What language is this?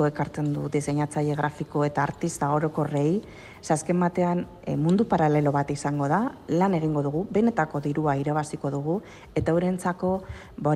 Basque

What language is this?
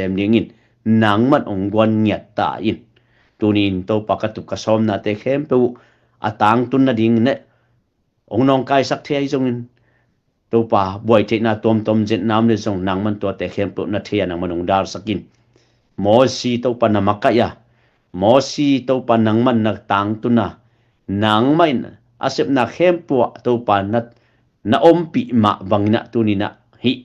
Tedim Chin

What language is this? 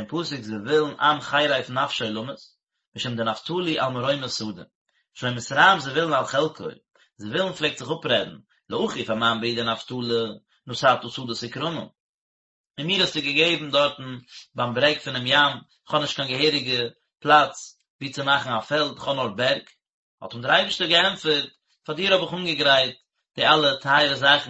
Yiddish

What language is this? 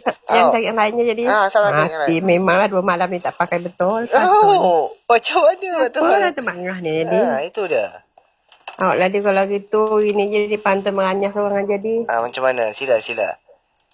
Malay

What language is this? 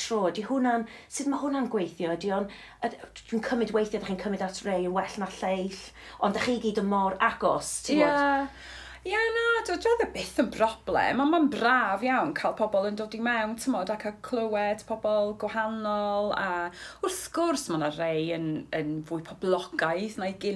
Welsh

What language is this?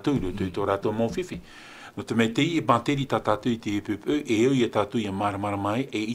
Tahitian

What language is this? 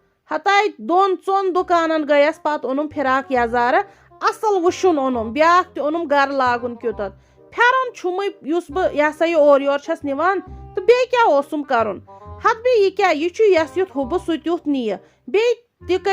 Kashmiri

